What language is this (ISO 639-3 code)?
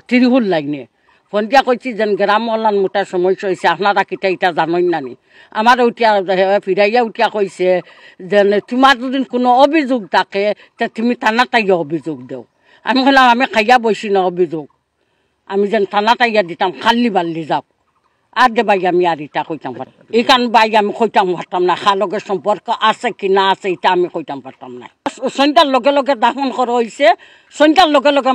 syl